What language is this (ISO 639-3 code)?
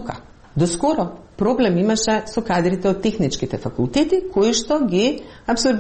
mkd